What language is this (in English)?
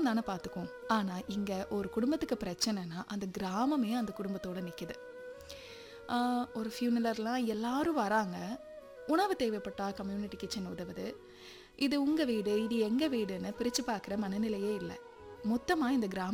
Tamil